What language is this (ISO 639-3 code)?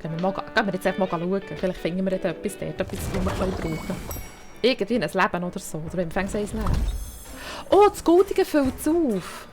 gsw